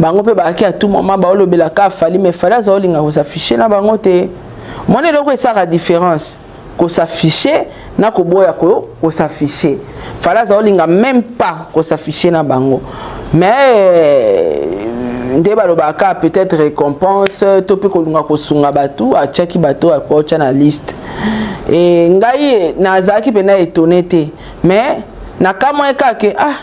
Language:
Lingala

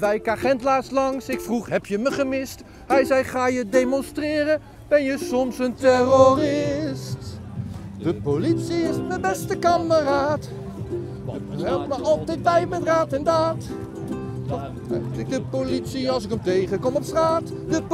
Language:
Dutch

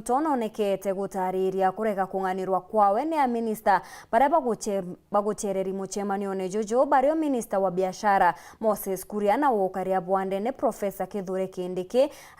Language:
Meru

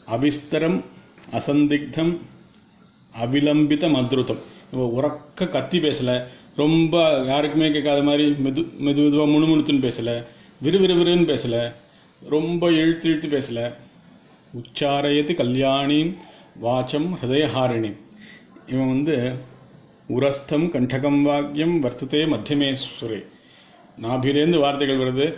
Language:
Tamil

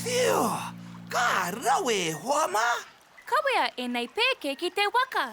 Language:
Māori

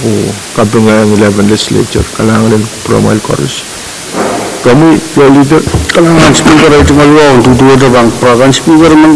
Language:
Pohnpeian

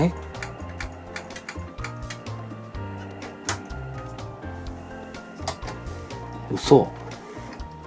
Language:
Japanese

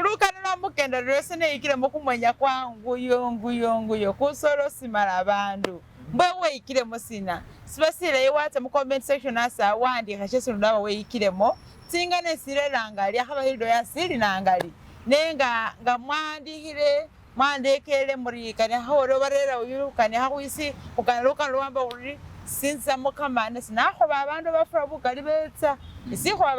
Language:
Masaaba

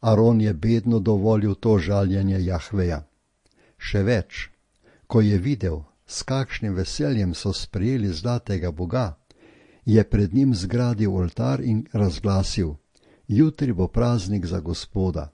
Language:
Slovenian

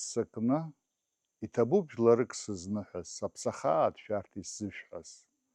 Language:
Abkhazian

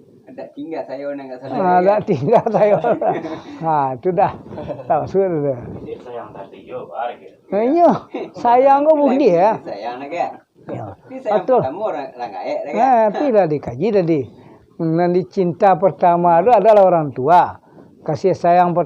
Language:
Minangkabau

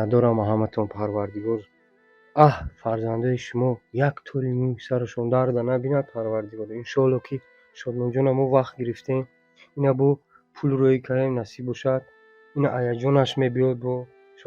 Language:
Tajik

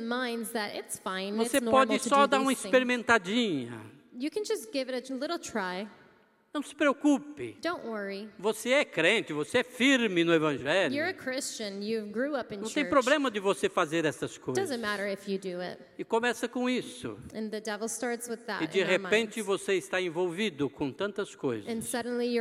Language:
Portuguese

